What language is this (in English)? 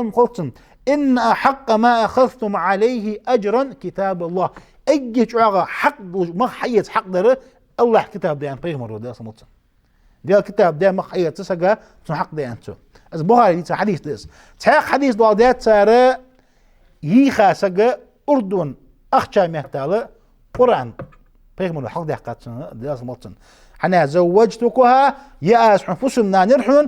Ingush